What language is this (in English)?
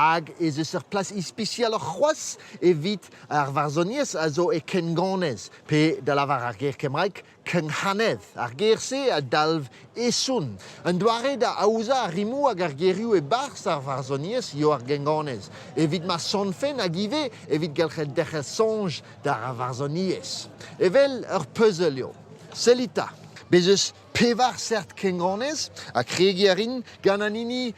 Breton